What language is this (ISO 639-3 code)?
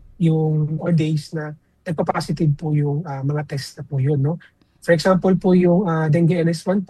fil